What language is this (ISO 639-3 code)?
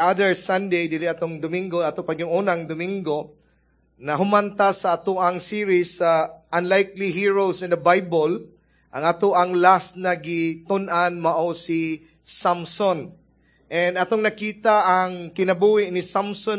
ceb